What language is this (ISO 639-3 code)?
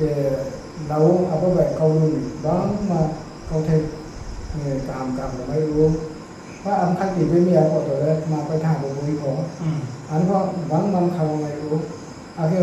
ria